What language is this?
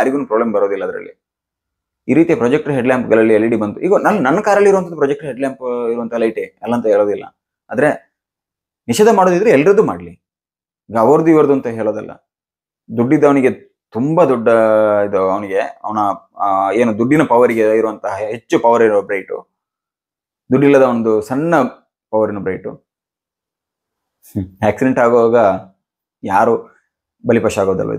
Kannada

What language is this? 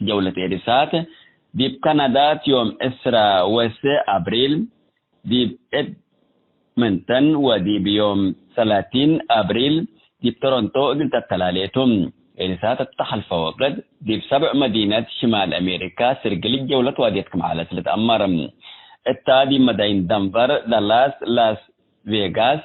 Tigre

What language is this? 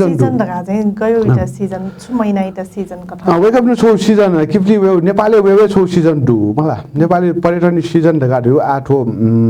Newari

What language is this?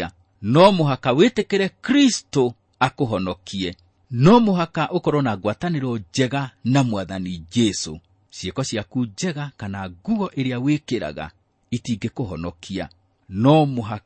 Kikuyu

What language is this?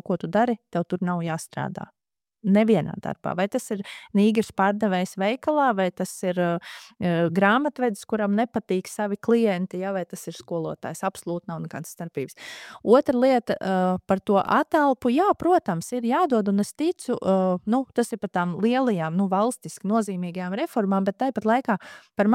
Latvian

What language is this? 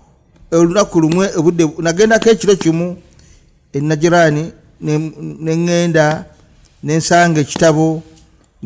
Ganda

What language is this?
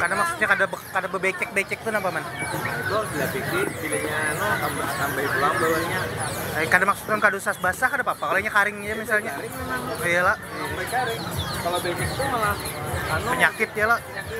Banjar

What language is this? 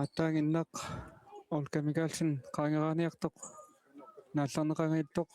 Kalaallisut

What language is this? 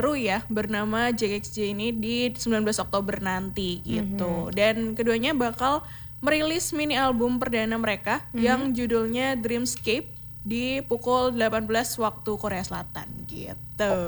Indonesian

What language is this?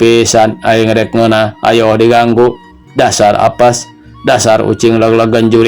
Sundanese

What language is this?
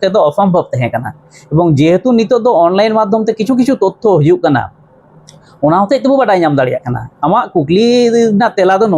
Santali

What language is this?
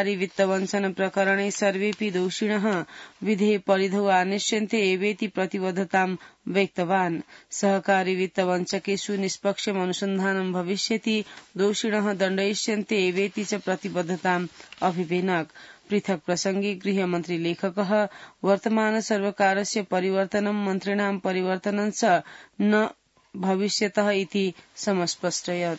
Sanskrit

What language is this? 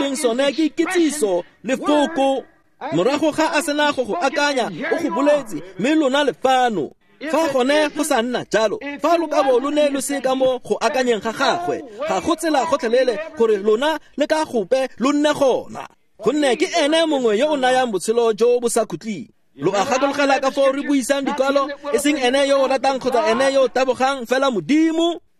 Tswana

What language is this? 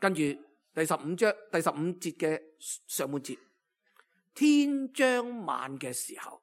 Cantonese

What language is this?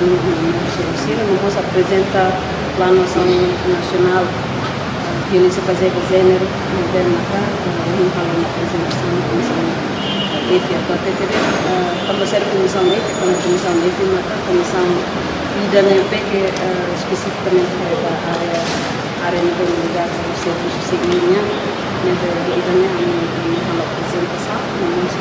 Tetum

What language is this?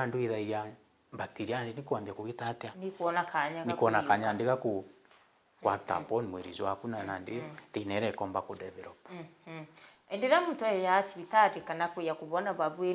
Meru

